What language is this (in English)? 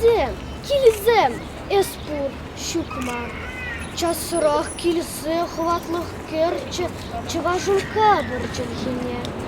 Chuvash